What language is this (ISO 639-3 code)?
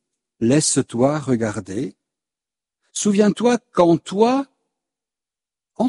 fra